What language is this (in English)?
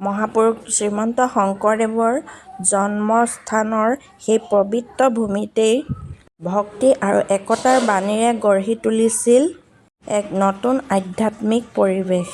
Assamese